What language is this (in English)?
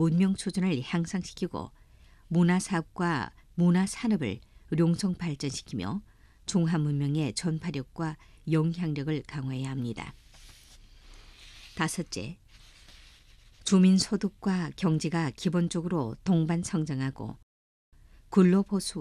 Korean